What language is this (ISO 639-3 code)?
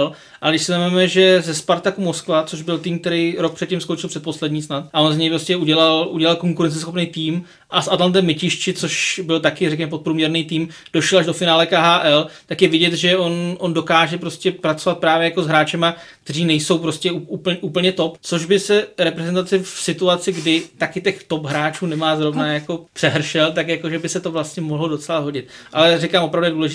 ces